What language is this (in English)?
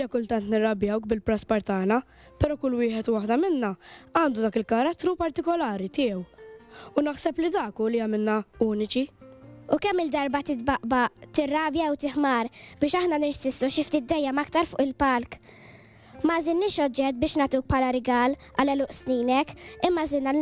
Maltese